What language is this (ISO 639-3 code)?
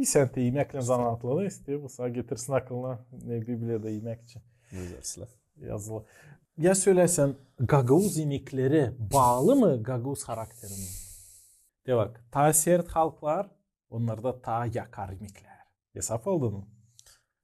gag